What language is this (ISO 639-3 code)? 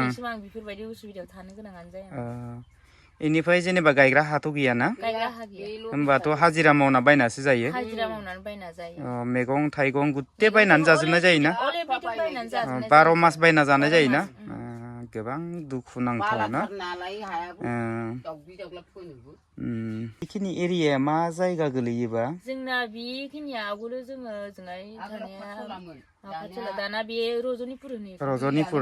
brx